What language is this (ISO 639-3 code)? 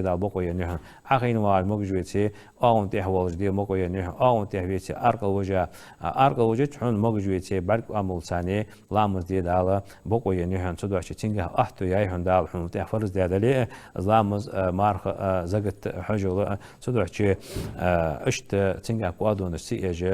inh